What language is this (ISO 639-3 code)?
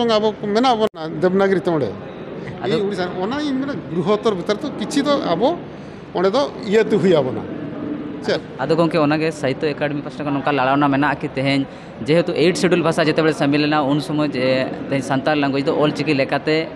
sat